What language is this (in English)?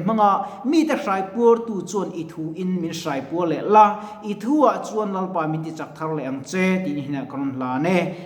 Mizo